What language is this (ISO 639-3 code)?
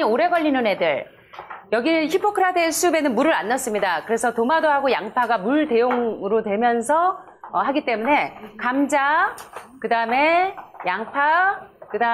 kor